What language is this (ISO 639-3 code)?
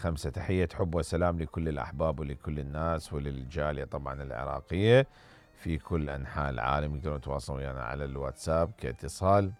acm